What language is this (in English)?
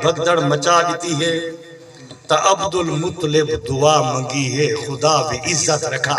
Saraiki